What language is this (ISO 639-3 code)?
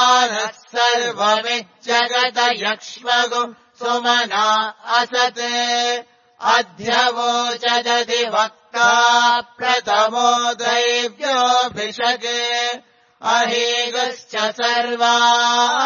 san